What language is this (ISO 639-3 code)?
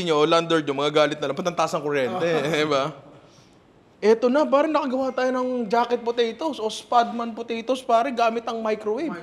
fil